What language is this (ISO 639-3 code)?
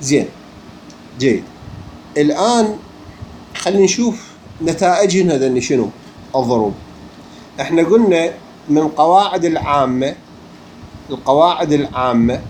acm